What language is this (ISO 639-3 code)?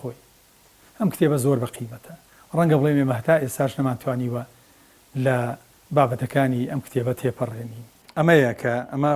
ckb